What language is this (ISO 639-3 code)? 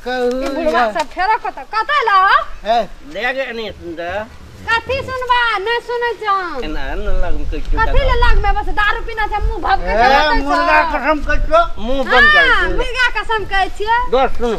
mai